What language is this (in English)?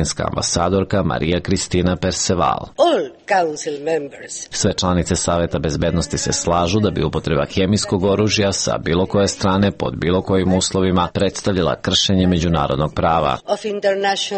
Serbian